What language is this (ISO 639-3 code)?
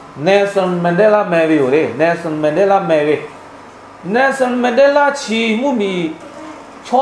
lhu